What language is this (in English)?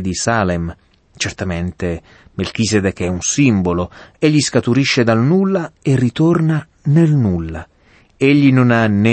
Italian